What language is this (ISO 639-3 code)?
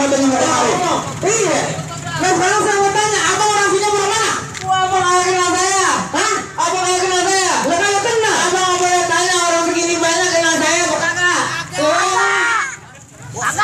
bew